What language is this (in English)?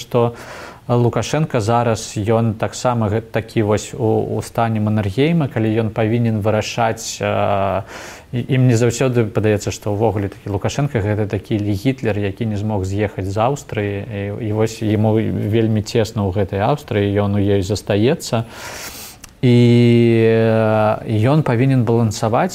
Belarusian